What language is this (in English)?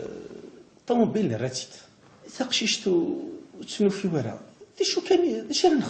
Kabyle